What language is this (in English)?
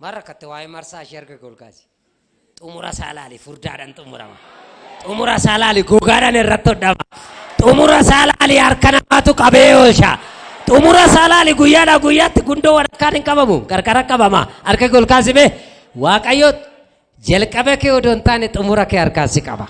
Oromo